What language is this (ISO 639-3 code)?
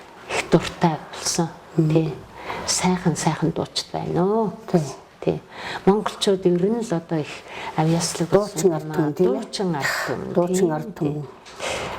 mon